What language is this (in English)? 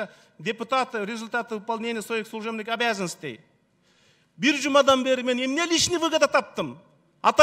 Kyrgyz